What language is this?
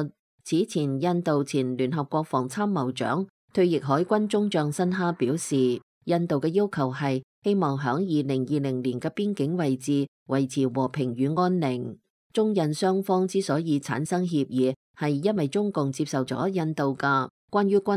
Cantonese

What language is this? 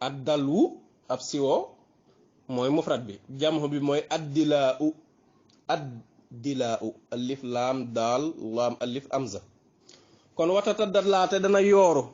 Wolof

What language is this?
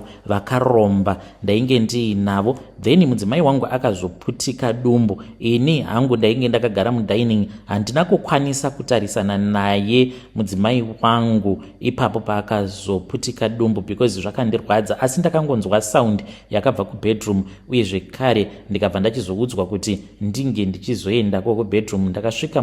Shona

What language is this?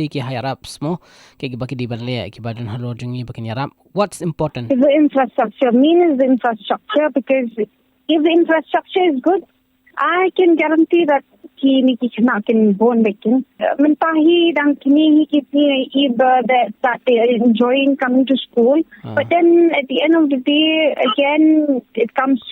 Khasi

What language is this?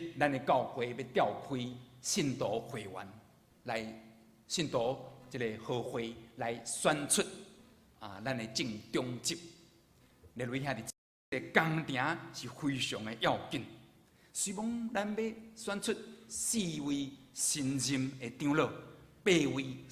Min Nan Chinese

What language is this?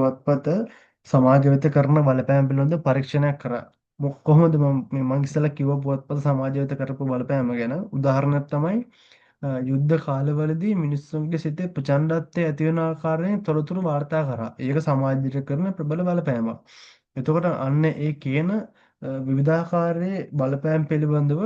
Sinhala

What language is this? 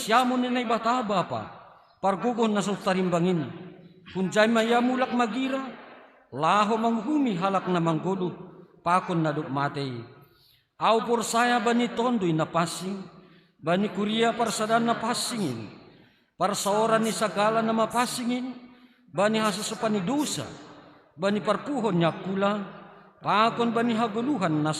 Batak Simalungun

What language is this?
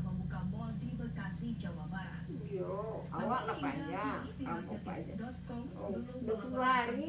Minangkabau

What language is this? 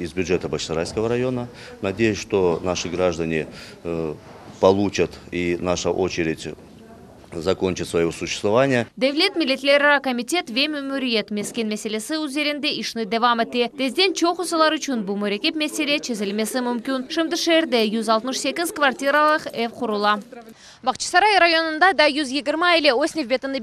Crimean Tatar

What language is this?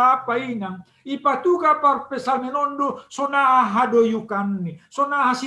Batak Simalungun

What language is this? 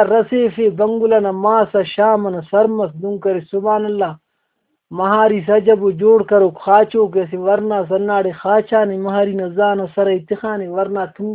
Brahui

